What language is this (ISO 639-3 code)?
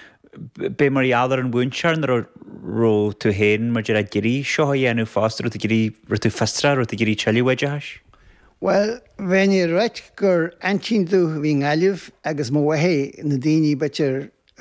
gle